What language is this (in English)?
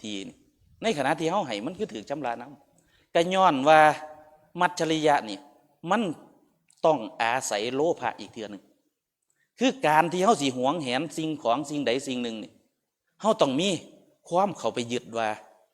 Northeastern Thai